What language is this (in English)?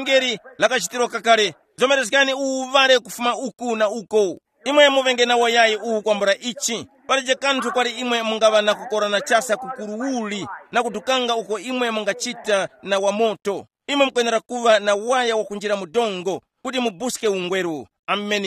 Tumbuka